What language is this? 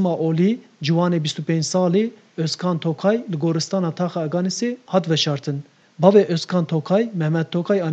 Kurdish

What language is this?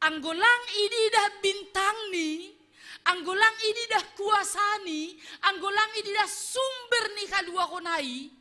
Batak Simalungun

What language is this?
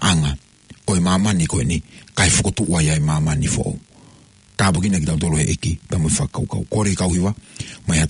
Tongan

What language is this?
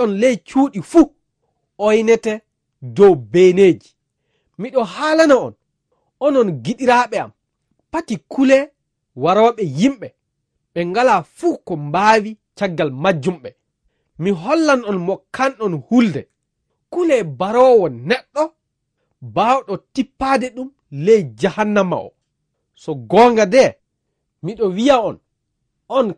Fula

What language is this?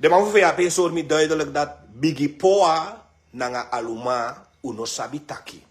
Sranan Tongo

